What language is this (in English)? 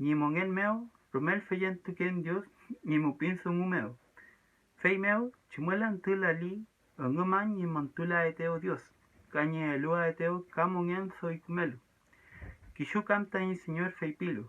Mapuche